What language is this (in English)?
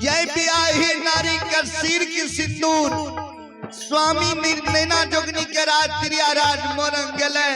Maithili